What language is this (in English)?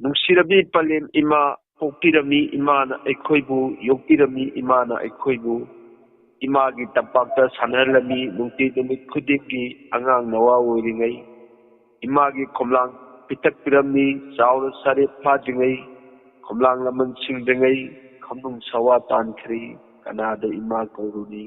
Manipuri